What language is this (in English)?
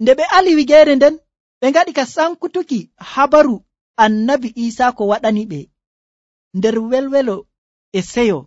Nigerian Fulfulde